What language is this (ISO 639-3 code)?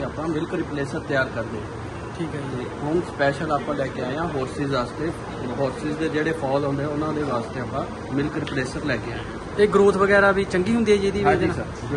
pan